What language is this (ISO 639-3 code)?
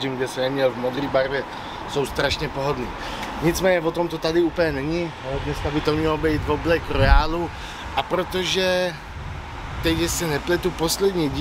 ces